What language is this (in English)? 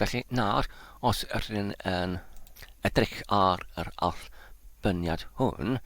Welsh